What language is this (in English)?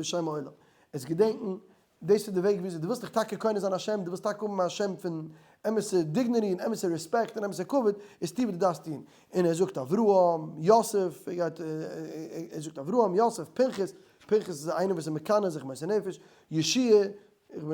Yiddish